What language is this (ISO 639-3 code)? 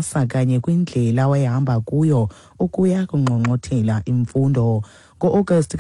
xho